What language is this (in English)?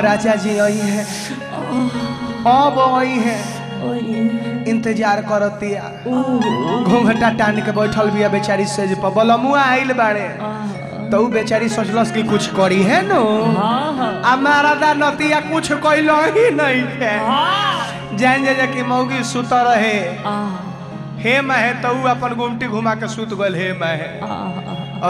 Bhojpuri